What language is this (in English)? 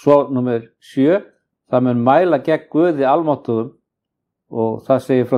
Icelandic